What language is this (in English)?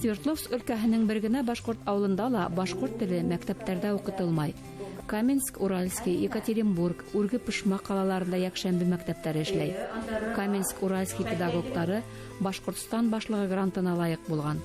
Bashkir